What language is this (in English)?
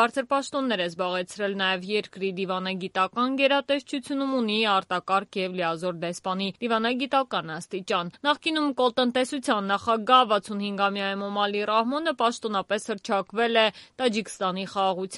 Armenian